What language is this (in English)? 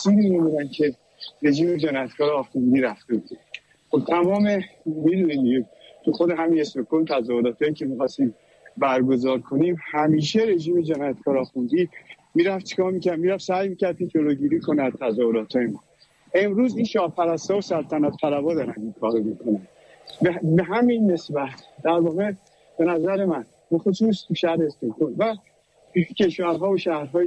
Persian